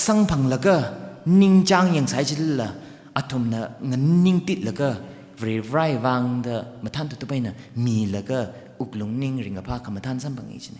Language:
Tangkhul Naga (India)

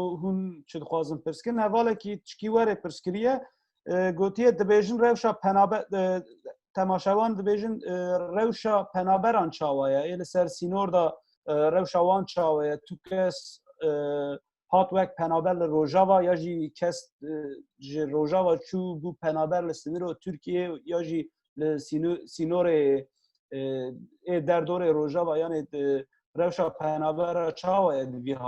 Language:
Kurdish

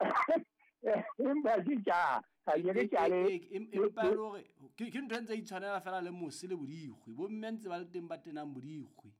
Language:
Southern Sotho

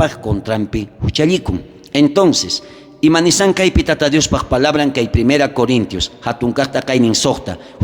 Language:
South Bolivian Quechua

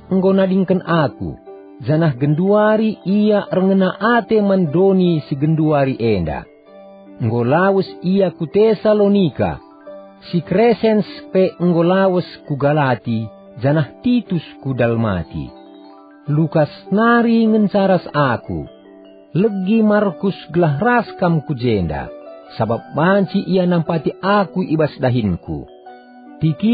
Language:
Batak Karo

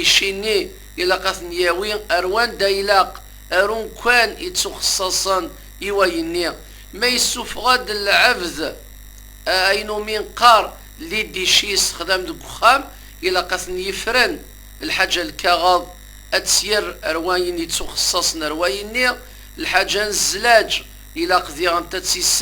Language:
Kabyle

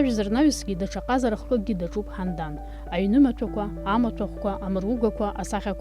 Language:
Abkhazian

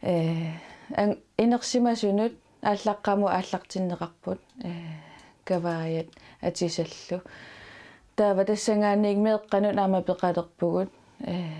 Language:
Kalaallisut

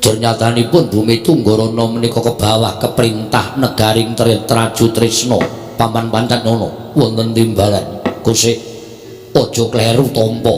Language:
Javanese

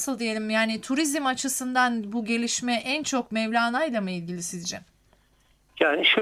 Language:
Turkish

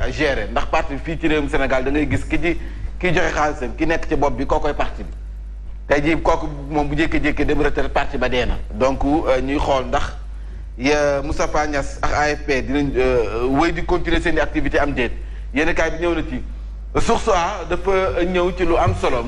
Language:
Wolof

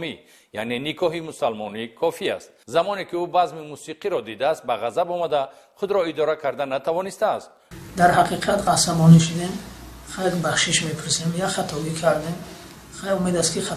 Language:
Tajik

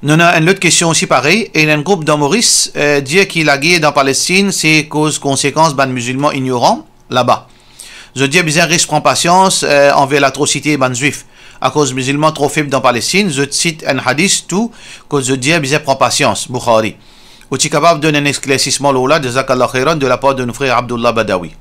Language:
Morisyen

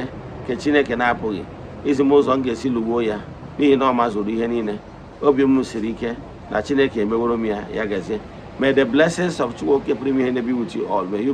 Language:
Igbo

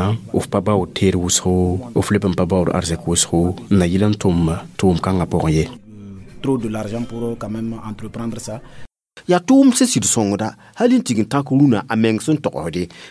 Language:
Mossi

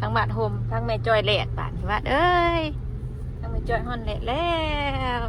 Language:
Northeastern Thai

